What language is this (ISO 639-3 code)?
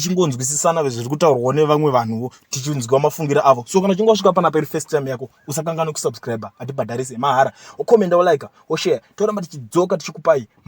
sna